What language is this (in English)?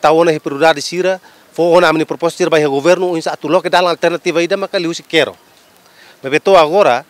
Tetum